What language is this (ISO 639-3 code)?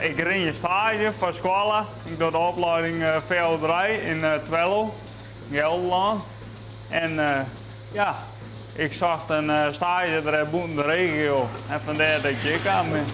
fry